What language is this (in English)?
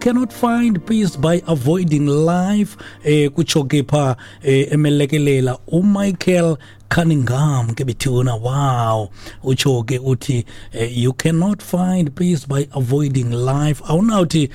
Xhosa